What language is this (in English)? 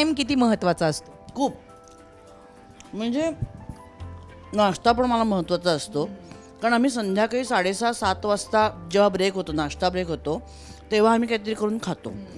Marathi